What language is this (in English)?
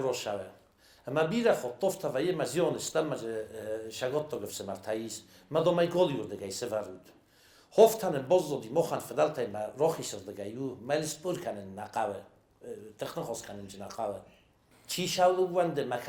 Ossetic